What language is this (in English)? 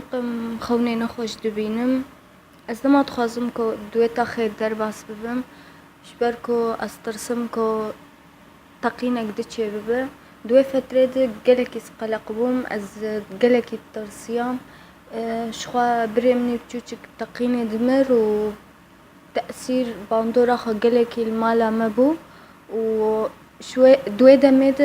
Kurdish